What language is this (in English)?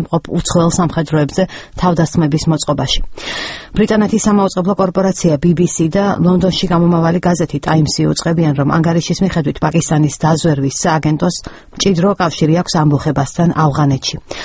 Georgian